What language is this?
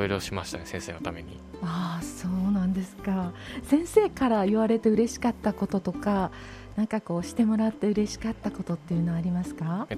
Japanese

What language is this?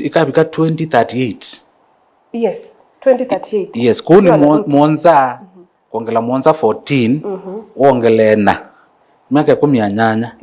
Kamba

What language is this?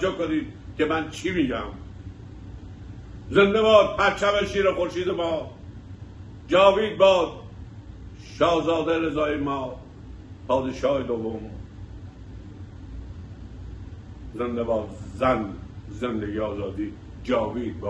Persian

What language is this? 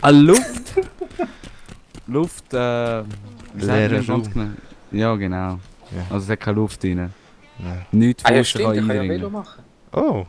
Swiss German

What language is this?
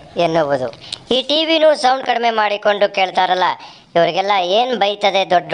Kannada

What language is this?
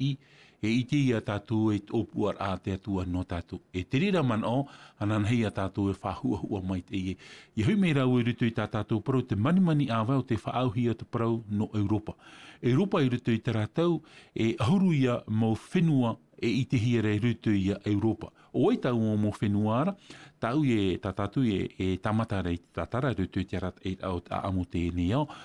Tahitian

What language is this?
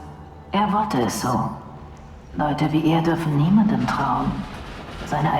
Bavarian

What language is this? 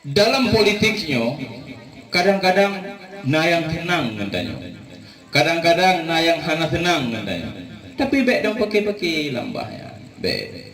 Achinese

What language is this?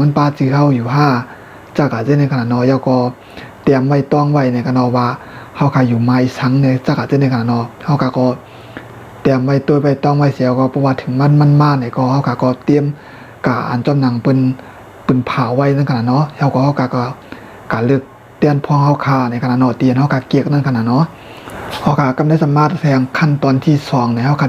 Shan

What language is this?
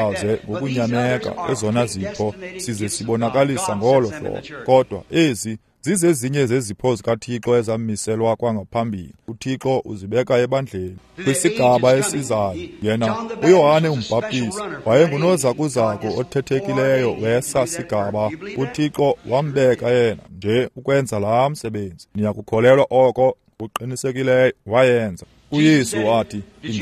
Xhosa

